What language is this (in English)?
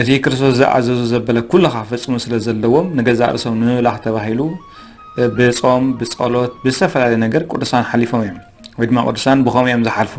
Tigrinya